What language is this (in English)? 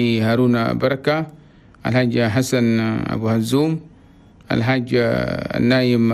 Chadian Arabic